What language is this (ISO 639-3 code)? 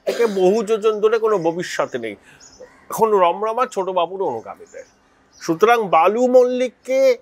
ben